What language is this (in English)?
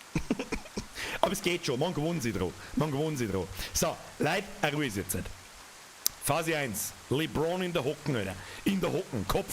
Bavarian